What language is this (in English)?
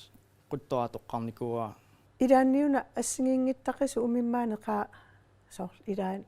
Kalaallisut